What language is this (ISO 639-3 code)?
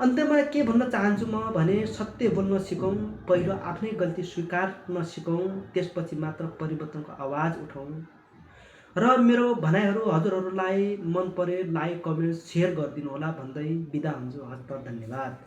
nep